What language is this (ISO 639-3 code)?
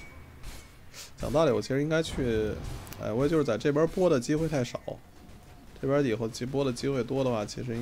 zho